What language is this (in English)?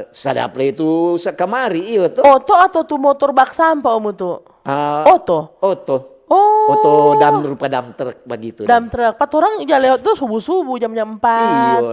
Manado Malay